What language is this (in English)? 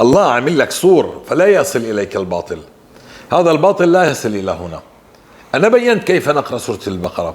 North Levantine Arabic